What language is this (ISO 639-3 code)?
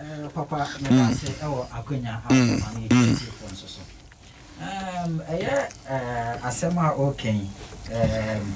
aka